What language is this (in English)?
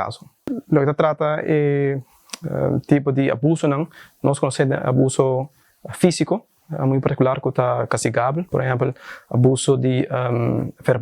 Papiamento